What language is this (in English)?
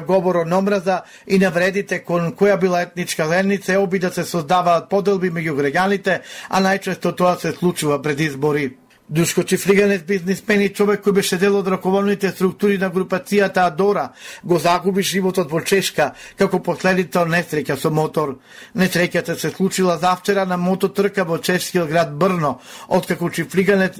Macedonian